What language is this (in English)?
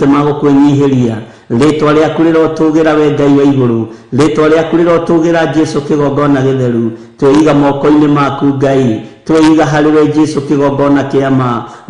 Kikuyu